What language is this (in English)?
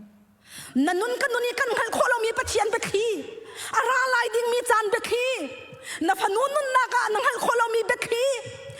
Hakha Chin